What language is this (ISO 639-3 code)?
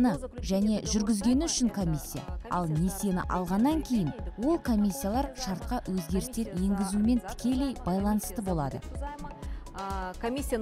kaz